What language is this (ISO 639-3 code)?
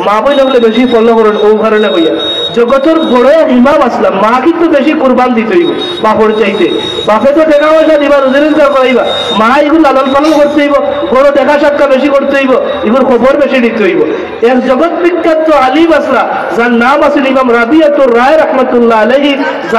syl